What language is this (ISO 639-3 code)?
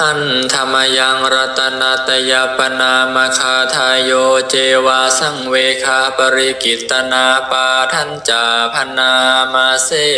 pli